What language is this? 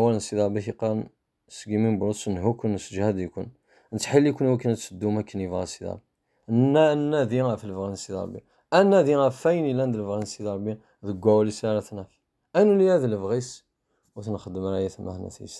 Kabyle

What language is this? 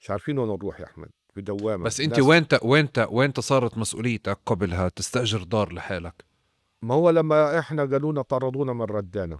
North Levantine Arabic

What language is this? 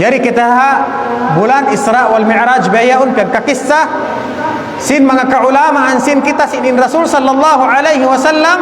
Tausug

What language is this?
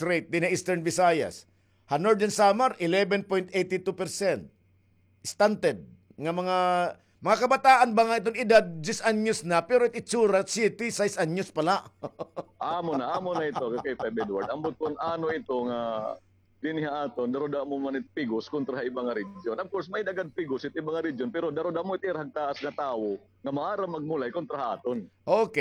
Waray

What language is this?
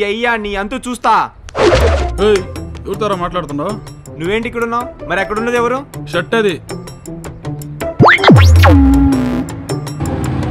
Telugu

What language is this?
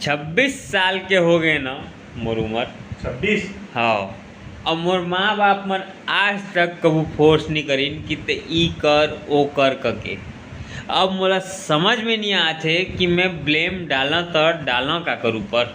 Chhattisgarhi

